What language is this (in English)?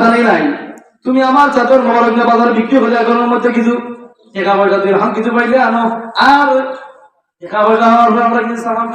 Sylheti